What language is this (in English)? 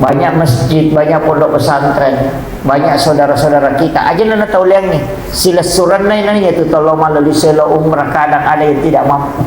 Buginese